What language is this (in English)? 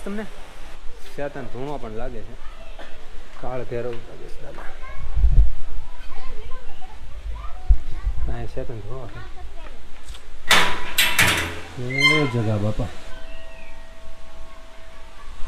Gujarati